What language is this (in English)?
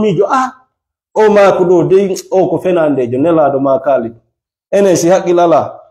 Fula